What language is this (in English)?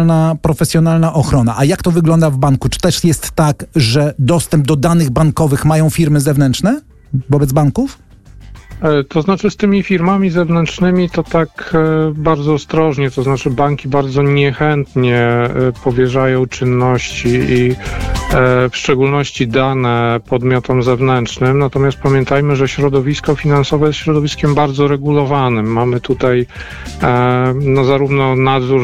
Polish